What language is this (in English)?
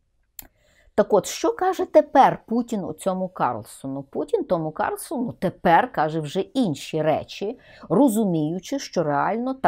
Ukrainian